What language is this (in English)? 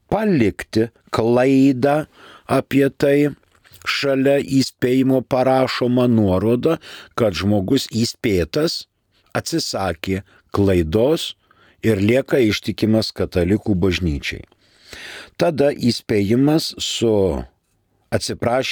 Lithuanian